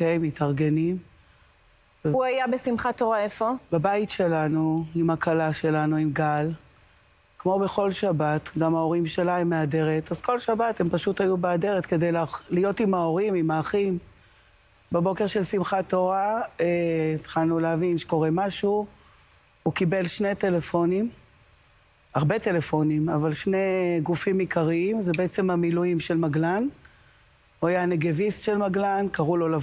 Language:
Hebrew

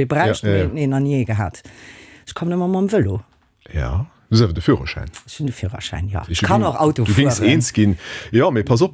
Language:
Luxembourgish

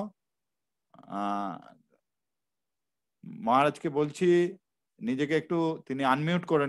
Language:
Bangla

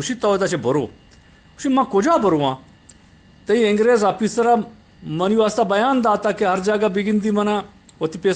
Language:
Eastern Balochi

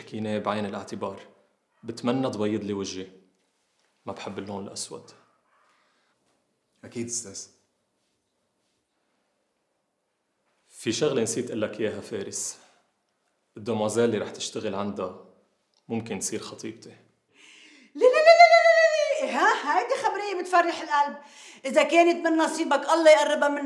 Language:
North Levantine Arabic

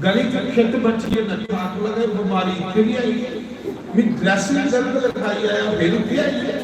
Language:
Dogri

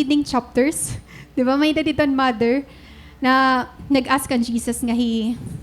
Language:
Waray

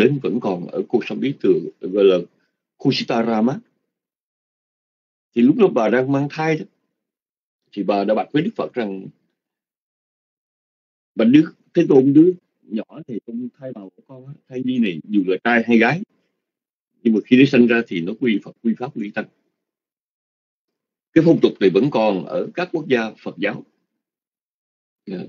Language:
Vietnamese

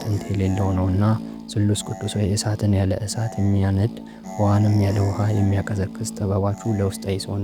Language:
Amharic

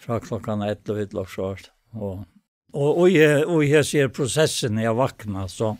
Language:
Faroese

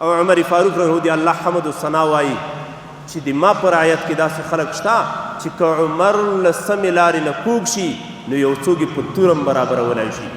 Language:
Pashto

